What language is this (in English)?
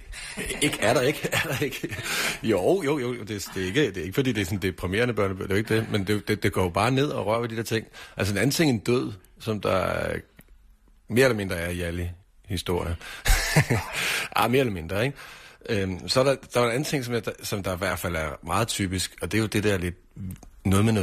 Danish